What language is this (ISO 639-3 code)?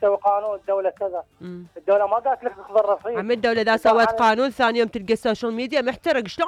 acm